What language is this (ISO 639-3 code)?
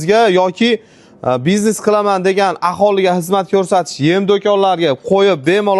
uzb